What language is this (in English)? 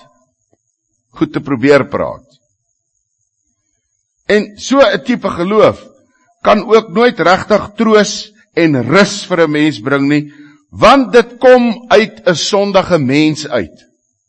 Afrikaans